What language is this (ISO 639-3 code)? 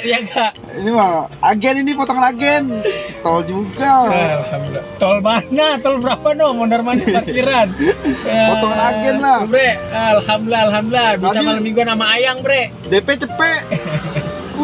bew